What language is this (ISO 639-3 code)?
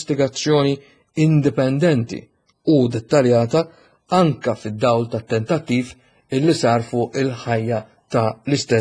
mlt